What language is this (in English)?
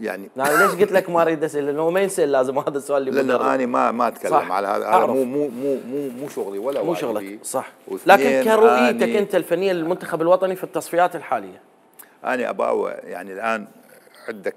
Mesopotamian Arabic